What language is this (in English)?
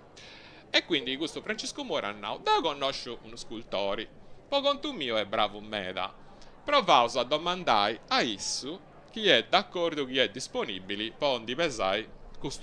Sardinian